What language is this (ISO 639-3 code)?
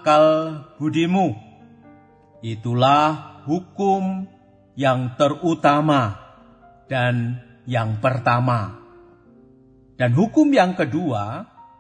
ind